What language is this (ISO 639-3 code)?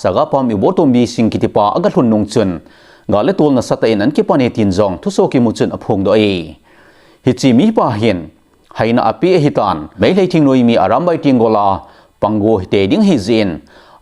tcz